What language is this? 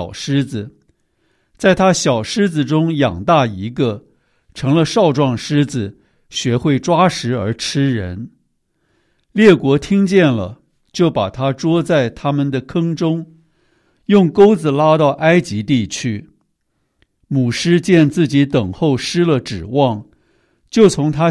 Chinese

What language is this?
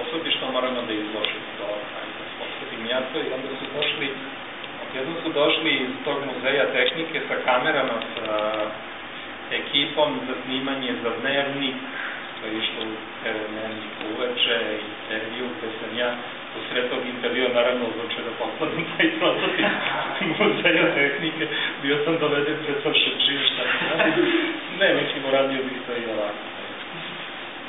Serbian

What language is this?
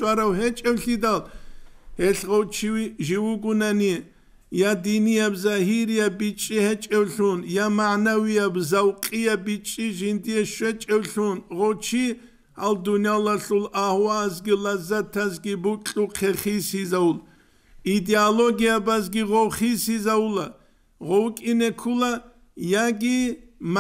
Avaric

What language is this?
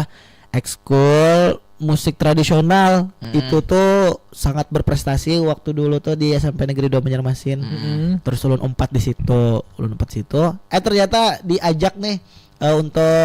Banjar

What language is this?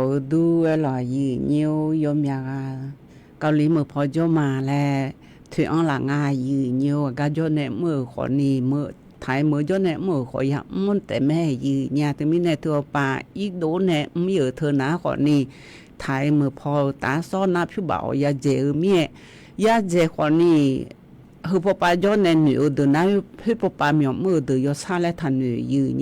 Akha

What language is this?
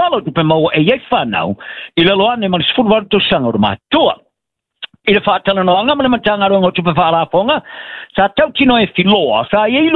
Samoan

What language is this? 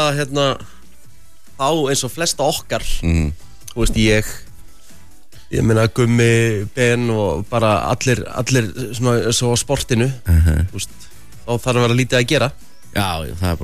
Icelandic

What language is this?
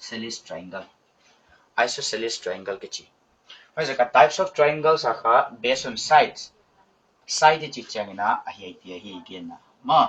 Paite Chin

